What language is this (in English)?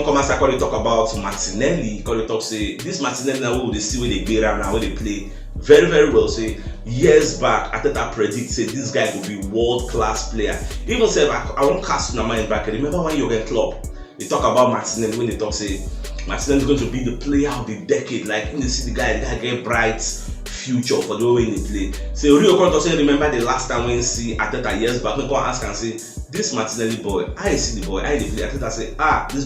Nigerian Pidgin